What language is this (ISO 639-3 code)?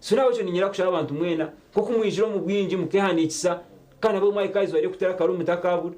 nyn